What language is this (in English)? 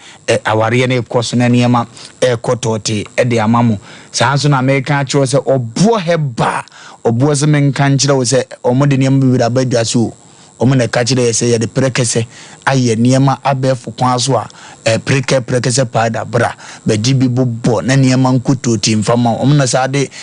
Akan